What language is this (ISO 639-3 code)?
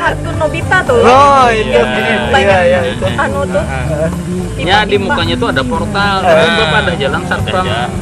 bjn